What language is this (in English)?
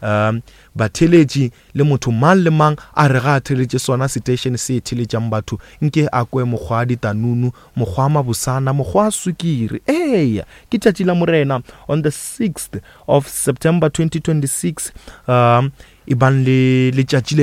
Northern Sotho